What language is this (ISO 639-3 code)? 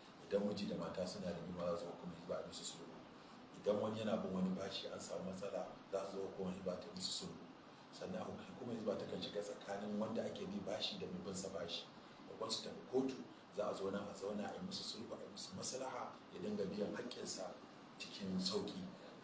hau